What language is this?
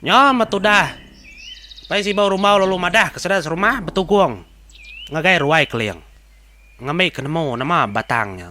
Iban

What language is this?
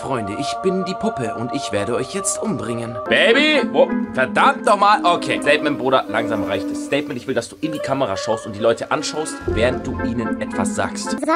German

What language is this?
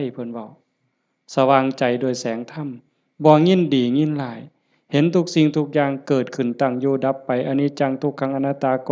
Lao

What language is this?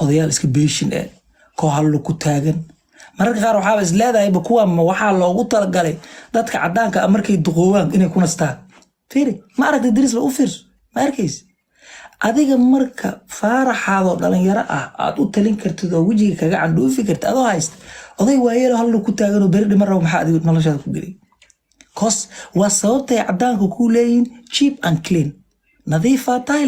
Somali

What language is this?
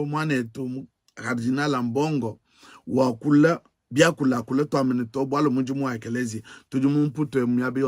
Luba-Lulua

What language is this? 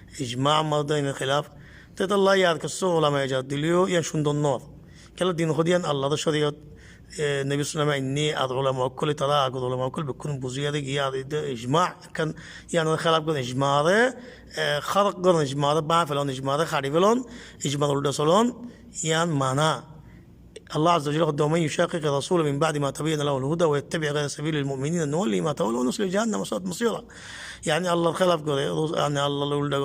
Rohingya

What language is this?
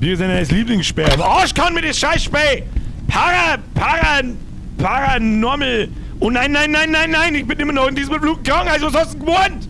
Bavarian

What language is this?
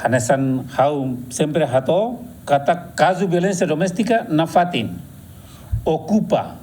Tetum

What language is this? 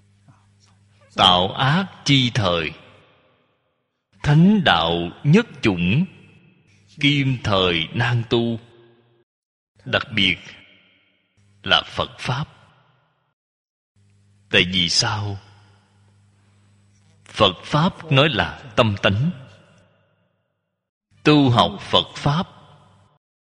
Vietnamese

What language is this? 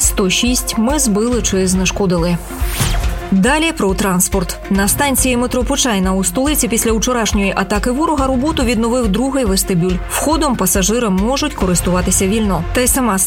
Ukrainian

